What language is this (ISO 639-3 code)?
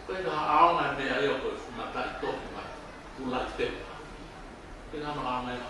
ton